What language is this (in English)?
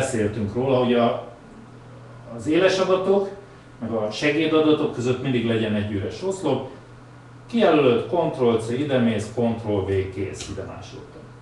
Hungarian